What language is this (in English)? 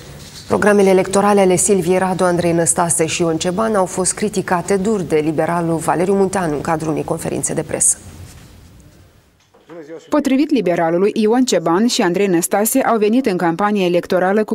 Romanian